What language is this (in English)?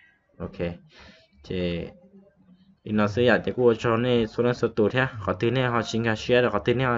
Hmong